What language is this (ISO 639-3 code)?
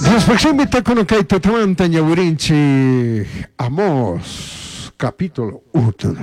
qug